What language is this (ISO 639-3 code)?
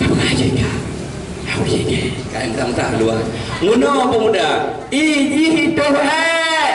ace